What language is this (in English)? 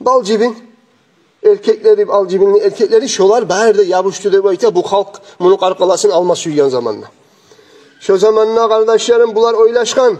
Kumyk